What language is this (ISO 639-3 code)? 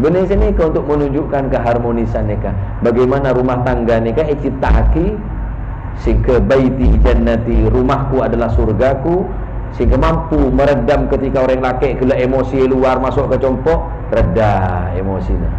mad